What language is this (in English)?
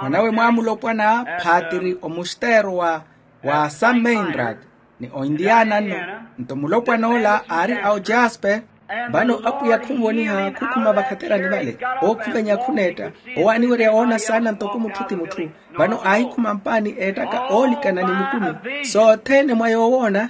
Makhuwa